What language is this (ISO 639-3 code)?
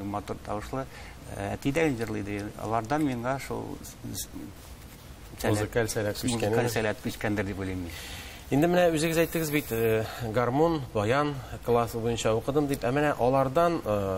tat